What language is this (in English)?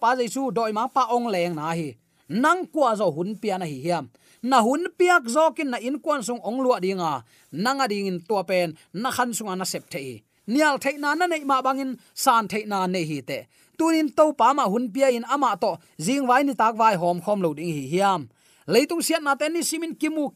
Tedim Chin